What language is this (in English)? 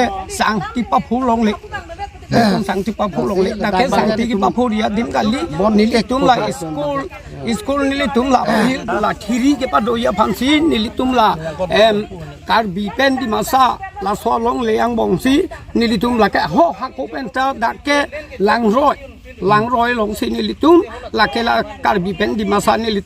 Karbi